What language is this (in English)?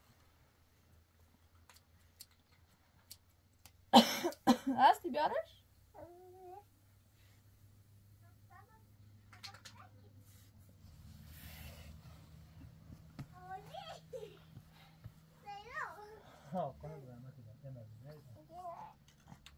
Persian